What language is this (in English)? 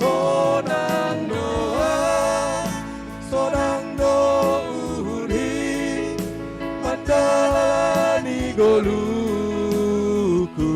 Batak Simalungun